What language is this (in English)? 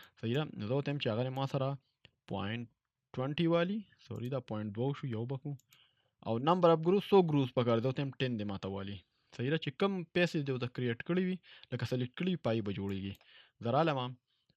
Pashto